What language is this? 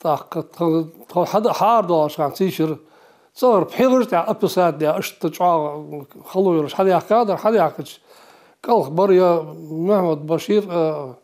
Ingush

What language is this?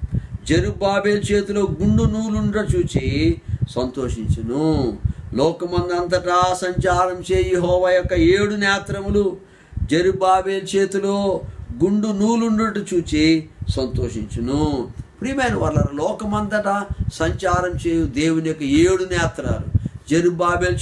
Telugu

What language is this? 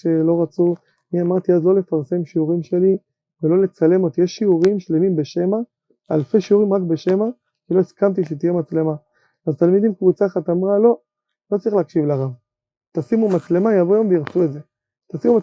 Hebrew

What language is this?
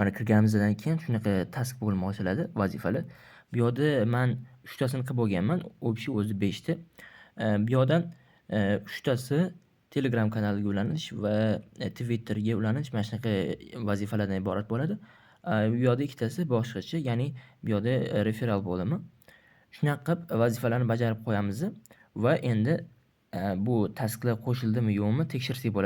Uzbek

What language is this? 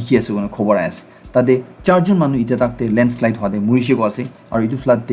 Naga Pidgin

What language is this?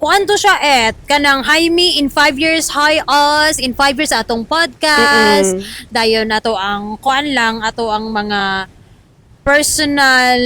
Cebuano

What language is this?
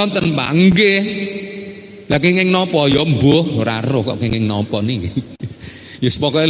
Javanese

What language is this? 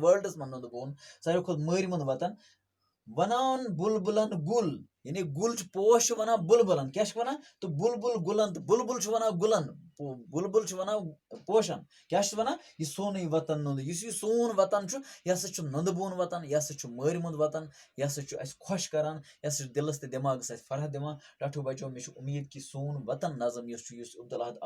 Kashmiri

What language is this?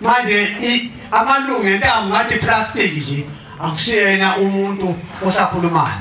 Zulu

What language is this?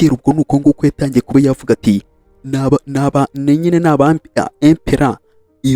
Kinyarwanda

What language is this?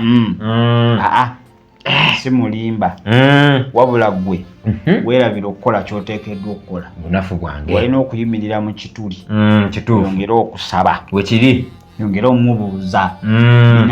Ganda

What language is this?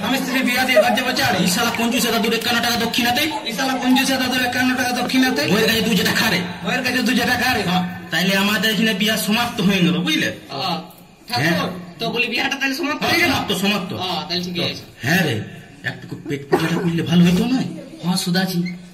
Bangla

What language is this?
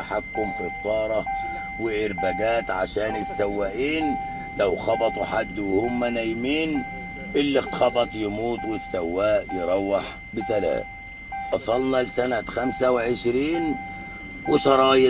Egyptian Arabic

